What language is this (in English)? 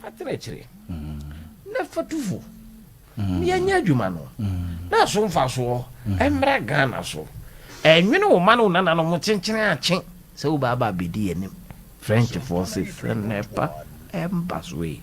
Akan